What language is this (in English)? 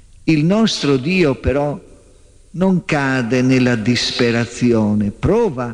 Italian